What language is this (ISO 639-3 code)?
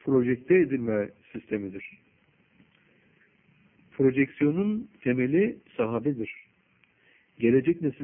tur